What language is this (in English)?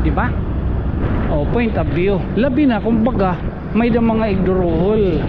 Waray